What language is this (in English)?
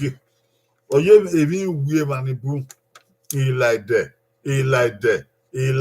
Bini